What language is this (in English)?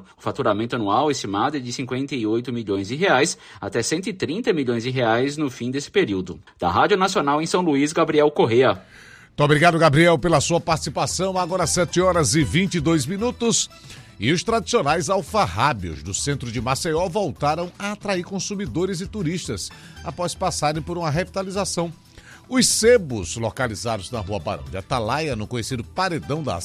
Portuguese